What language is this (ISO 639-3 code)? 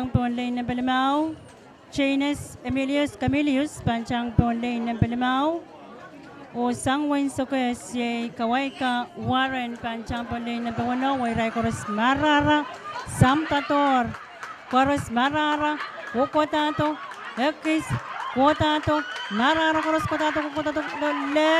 pon